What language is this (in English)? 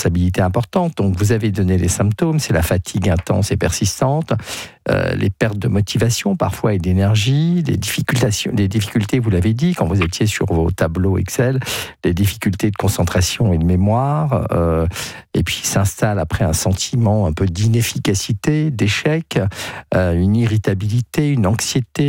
French